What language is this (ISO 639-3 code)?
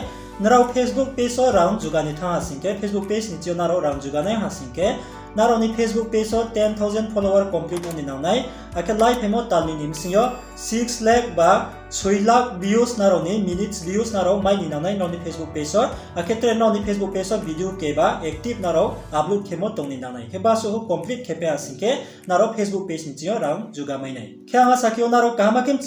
ria